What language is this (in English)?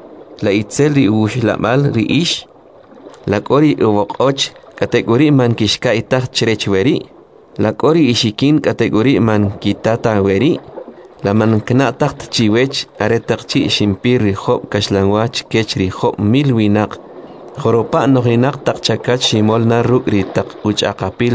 Kʼicheʼ